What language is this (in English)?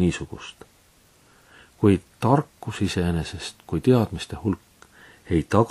Estonian